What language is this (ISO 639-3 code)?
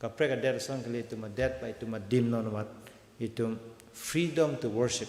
mjw